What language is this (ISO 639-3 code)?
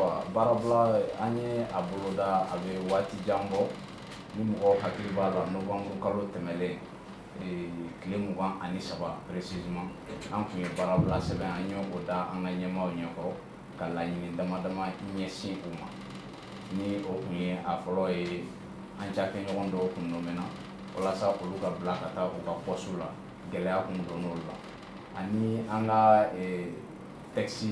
bam